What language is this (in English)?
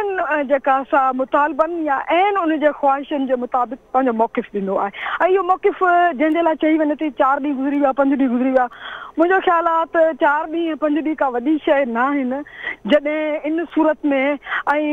Sindhi